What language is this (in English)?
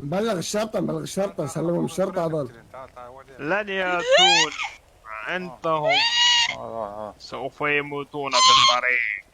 Mesopotamian Arabic